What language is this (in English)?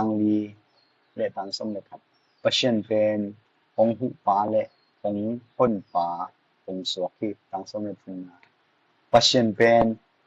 Tedim Chin